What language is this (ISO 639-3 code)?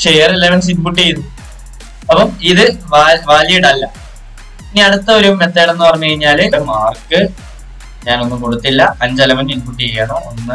mal